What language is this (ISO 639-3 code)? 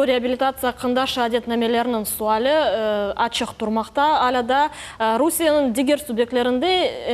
crh